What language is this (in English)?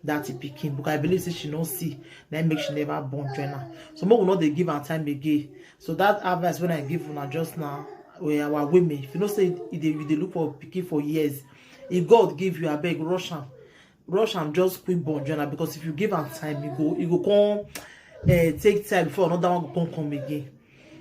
Nigerian Pidgin